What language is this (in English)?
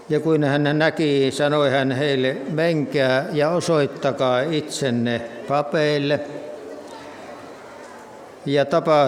Finnish